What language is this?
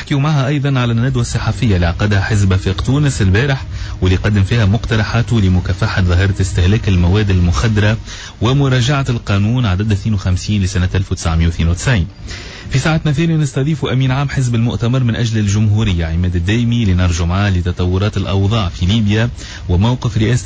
Tunisian Arabic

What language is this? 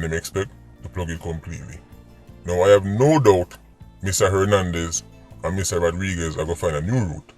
Jamaican Creole English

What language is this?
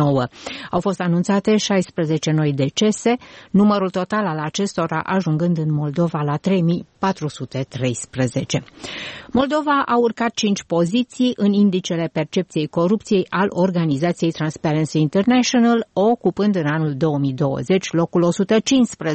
Romanian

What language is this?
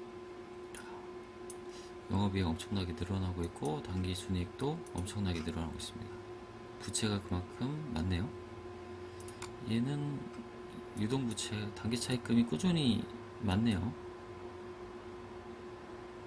Korean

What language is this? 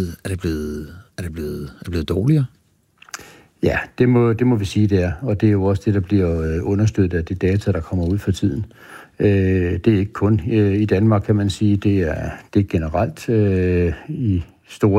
Danish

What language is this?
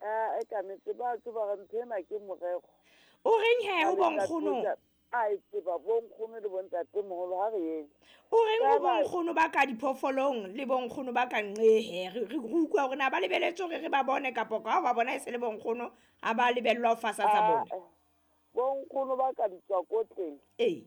Southern Sotho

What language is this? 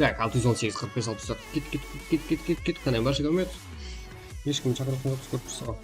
Kara-Kalpak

